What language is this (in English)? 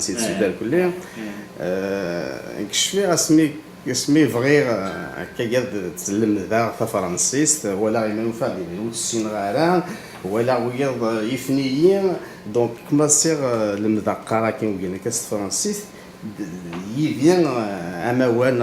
Kabyle